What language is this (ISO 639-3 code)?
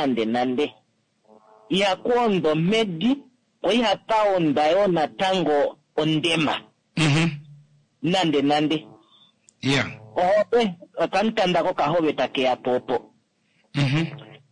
kua